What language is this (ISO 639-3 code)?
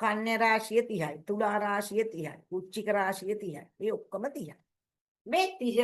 sin